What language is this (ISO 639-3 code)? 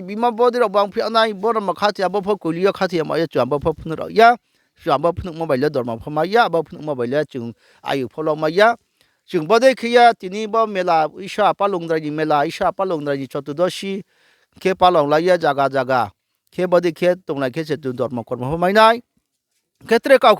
ria